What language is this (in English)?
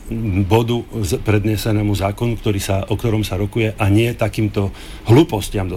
Slovak